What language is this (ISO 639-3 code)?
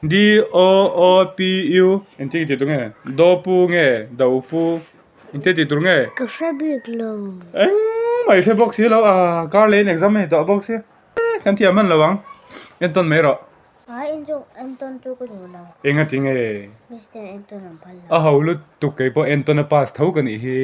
lus